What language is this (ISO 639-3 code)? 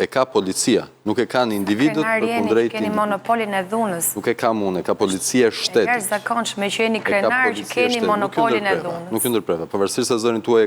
sqi